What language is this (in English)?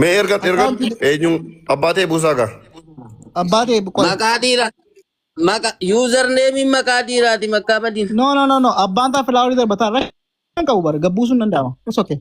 Oromo